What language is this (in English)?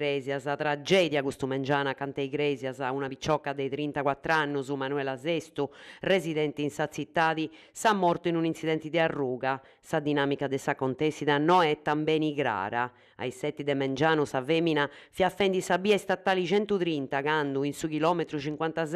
Sardinian